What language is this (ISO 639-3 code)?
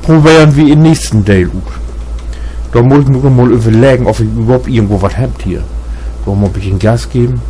nds